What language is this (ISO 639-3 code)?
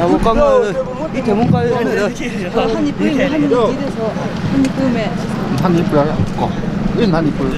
nri